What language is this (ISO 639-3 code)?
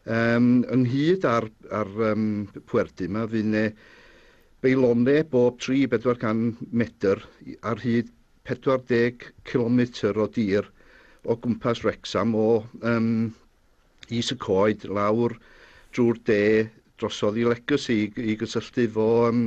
cym